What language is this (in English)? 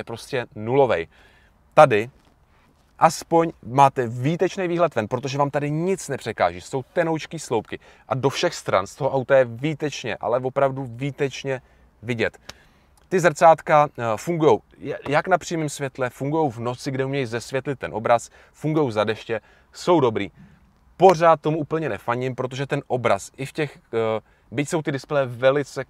Czech